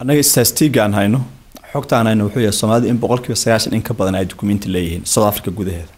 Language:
Somali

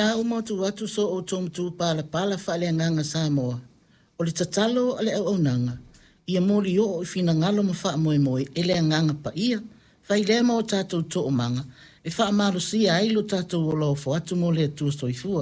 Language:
Samoan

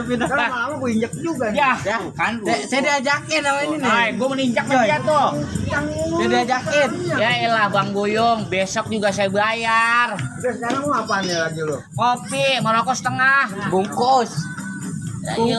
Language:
Betawi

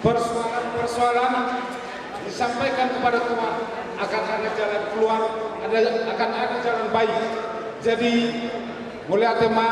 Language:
Batak Toba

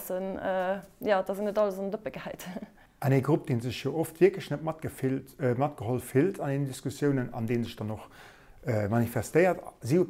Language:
Luxembourgish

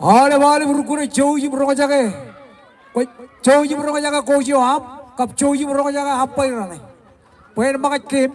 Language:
Marshallese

